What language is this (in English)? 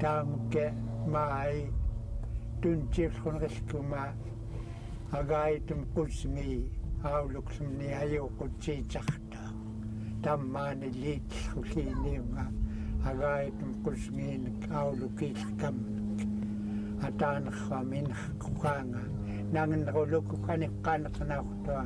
Central Yupik